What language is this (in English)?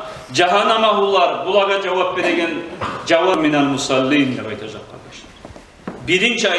Kumyk